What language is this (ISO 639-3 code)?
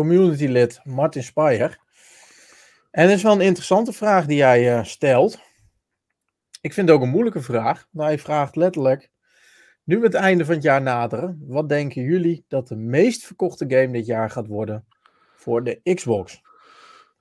nld